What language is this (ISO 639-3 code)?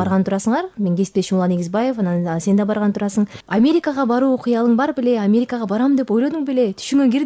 kir